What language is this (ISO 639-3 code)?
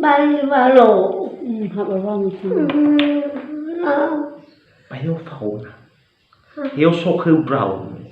nia